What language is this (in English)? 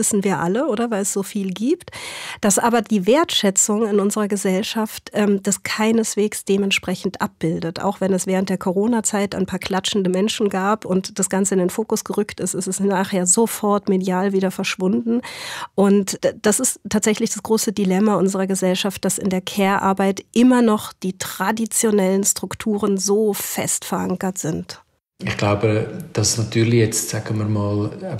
Swiss German